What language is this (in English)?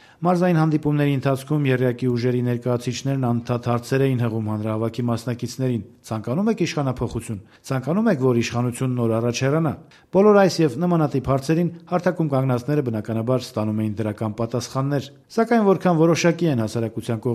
Armenian